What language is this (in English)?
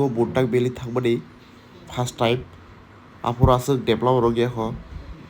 Kok Borok